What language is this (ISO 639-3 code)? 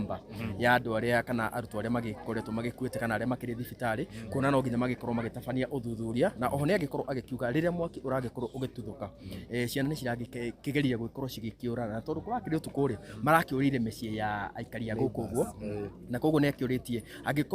kik